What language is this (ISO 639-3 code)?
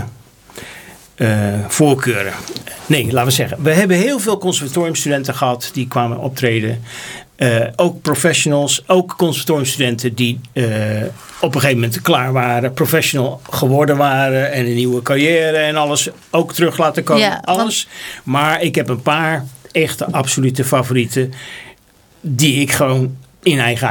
nld